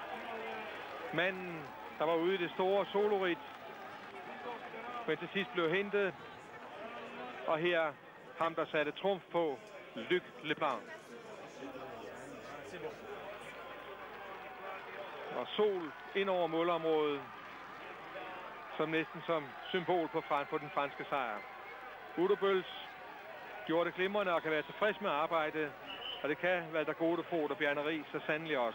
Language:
Danish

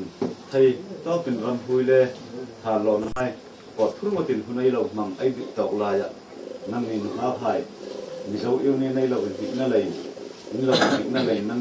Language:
Hmar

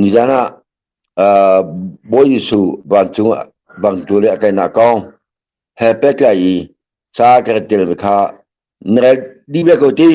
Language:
Hakha Chin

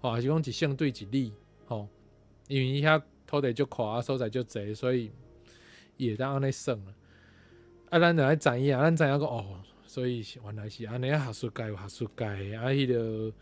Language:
Min Nan Chinese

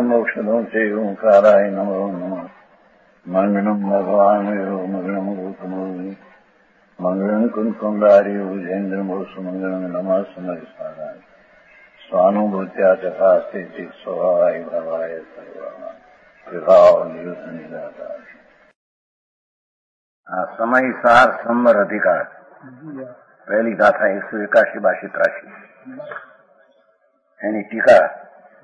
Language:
Gujarati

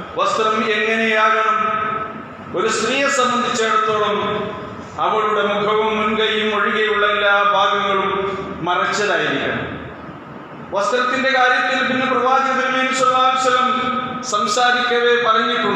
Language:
Malayalam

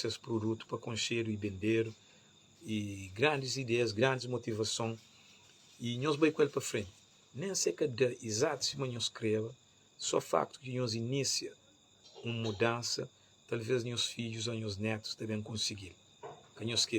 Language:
Kabuverdianu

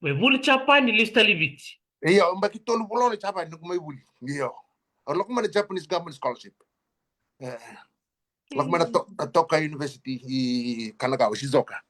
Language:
Fijian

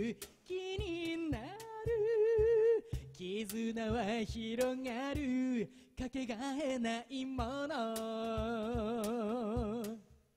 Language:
Japanese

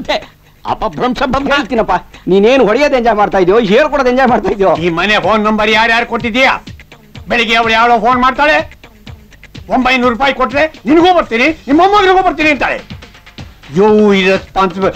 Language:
Kannada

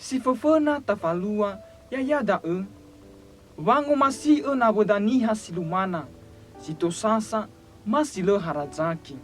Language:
Nias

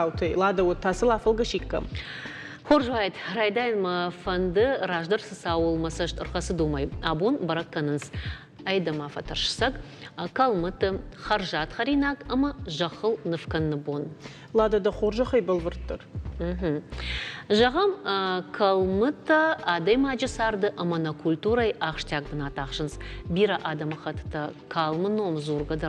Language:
Ossetic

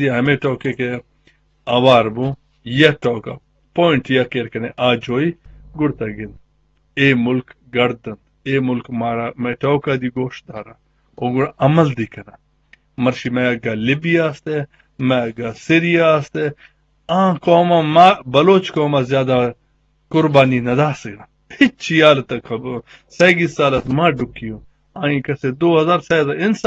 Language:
Eastern Balochi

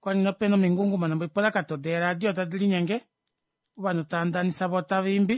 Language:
Kuanyama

